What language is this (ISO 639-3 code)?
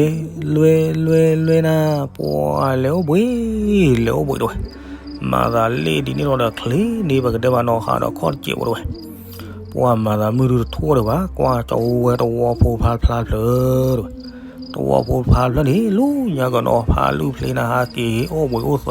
ksw